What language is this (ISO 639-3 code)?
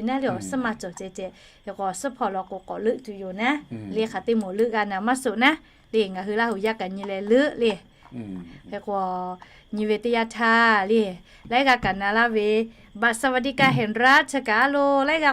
lhu